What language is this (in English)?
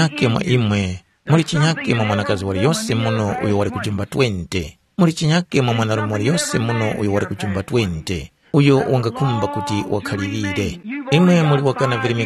Tumbuka